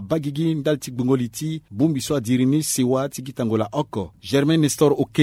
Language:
Sango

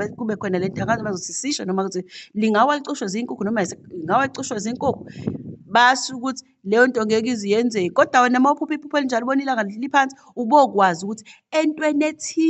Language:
Zulu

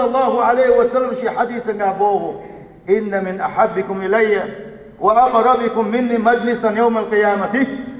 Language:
Chechen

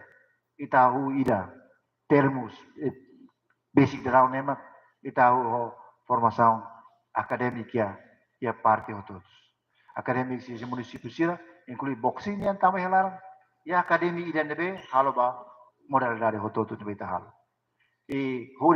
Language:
Tetum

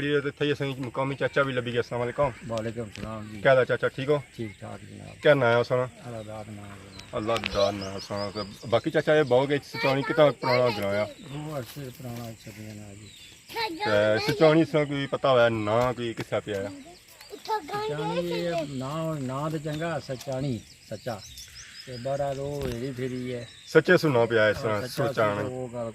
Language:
Pahari-Potwari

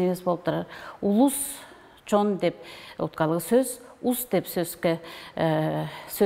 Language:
Tuvinian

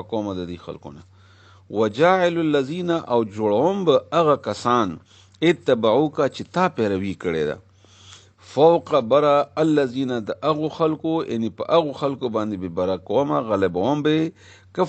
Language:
Pashto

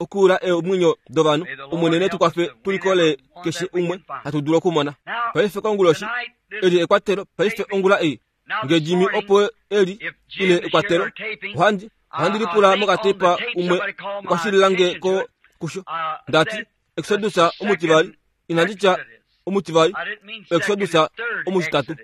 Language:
Kuanyama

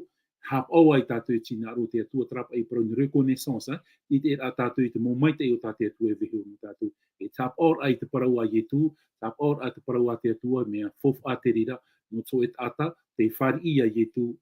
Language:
Tahitian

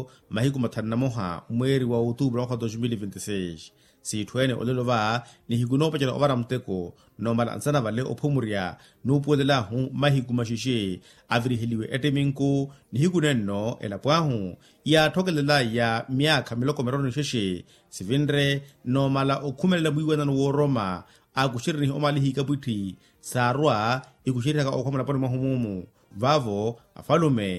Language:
Makhuwa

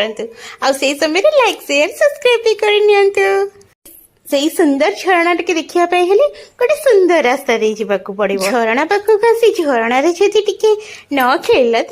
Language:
Odia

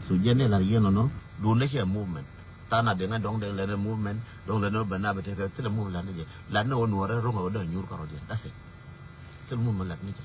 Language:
Nuer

